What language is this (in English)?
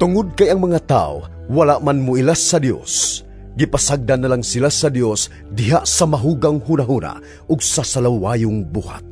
Cebuano